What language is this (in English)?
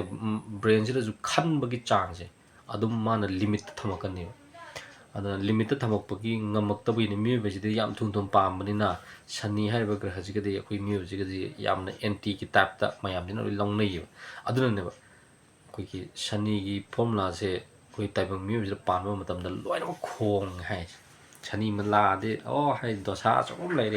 Manipuri